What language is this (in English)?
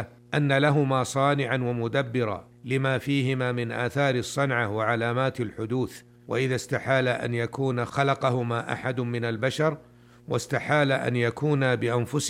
Arabic